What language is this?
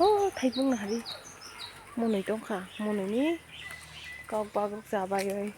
Kok Borok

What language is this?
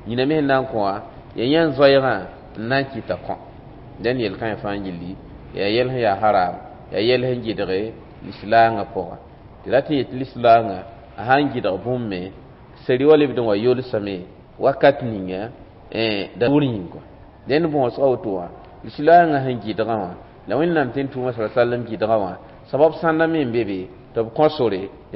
Mossi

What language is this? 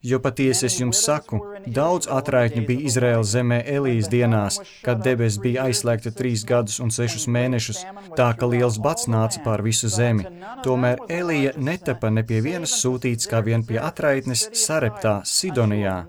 Latvian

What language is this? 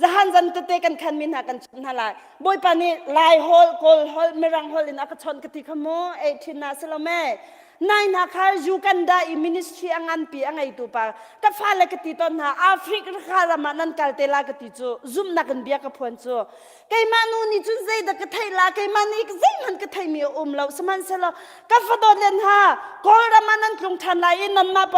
Hakha Chin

